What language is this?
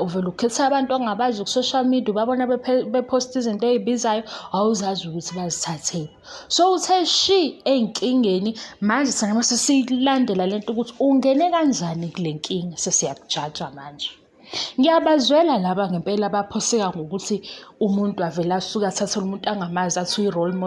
Zulu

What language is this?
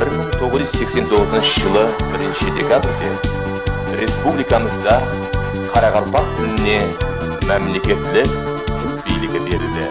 Kara-Kalpak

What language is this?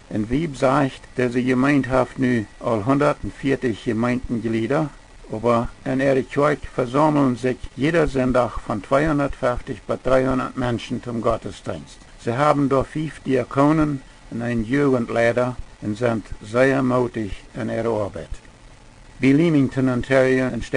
Plautdietsch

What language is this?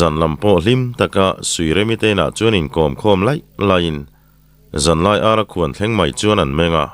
Mizo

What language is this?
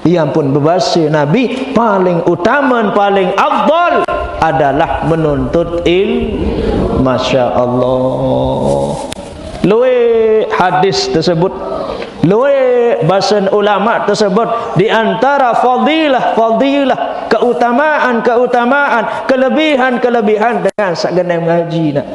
Sasak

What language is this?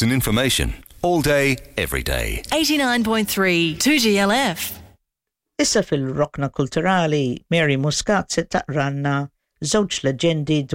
Maltese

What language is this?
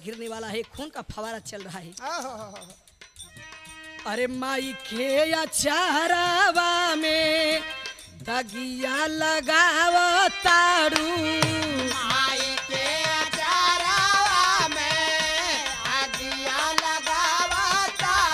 Bhojpuri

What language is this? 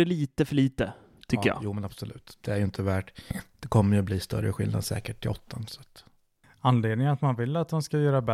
Swedish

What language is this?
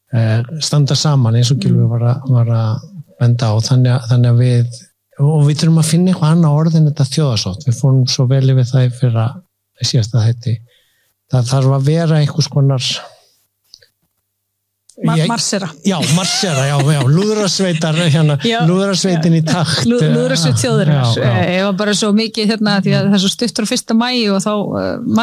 Icelandic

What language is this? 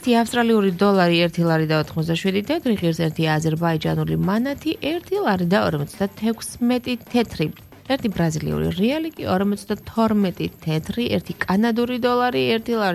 Georgian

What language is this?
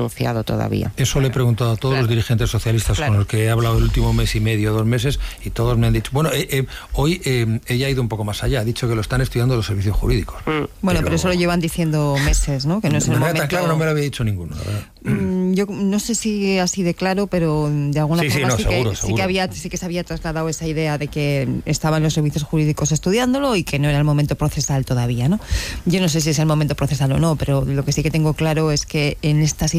Spanish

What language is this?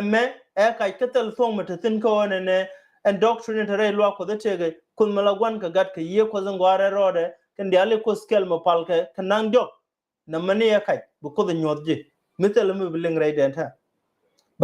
Nuer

